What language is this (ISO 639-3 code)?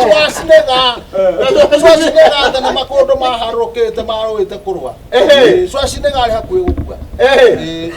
kik